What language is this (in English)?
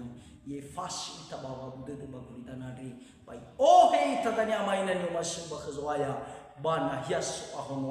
Nias